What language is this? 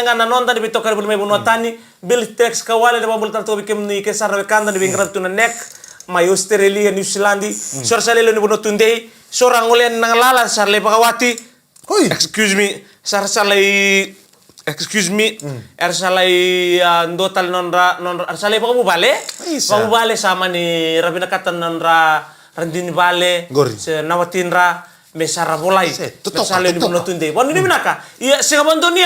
Fijian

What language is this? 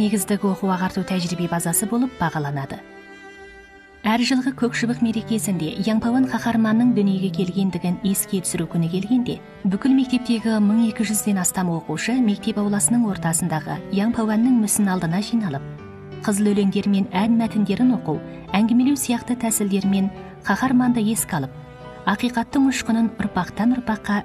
Kazakh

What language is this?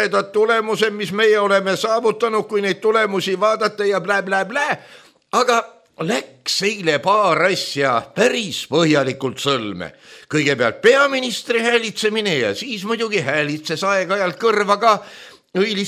Estonian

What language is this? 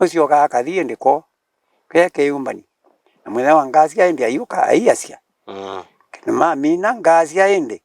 Kamba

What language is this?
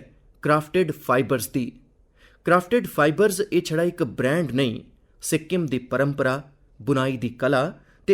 Dogri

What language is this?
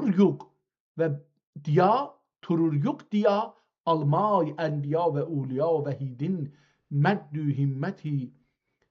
South Azerbaijani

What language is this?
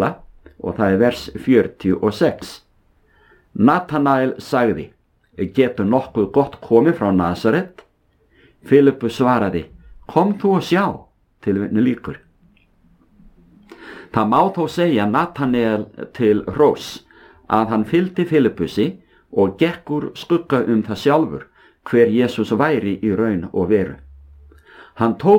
Icelandic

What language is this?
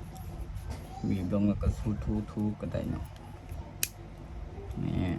Lao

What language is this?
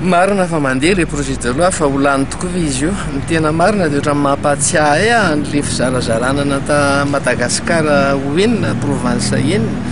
Malagasy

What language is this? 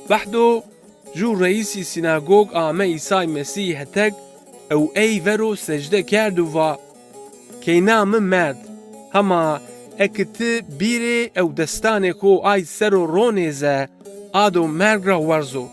Zaza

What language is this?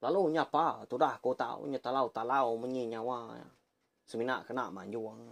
Iban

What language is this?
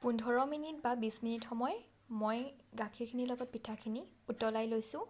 Assamese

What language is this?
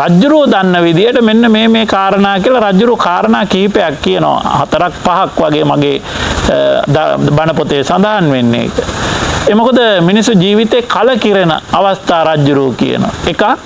Sinhala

